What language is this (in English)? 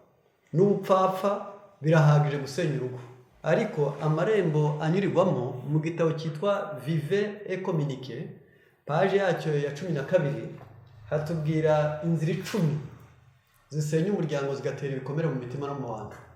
Kinyarwanda